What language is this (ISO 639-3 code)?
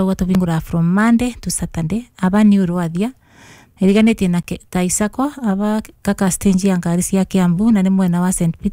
kik